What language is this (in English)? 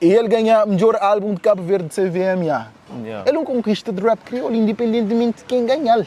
Kabuverdianu